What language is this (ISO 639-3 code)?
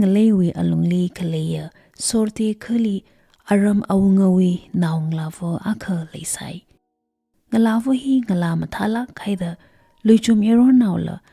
nmf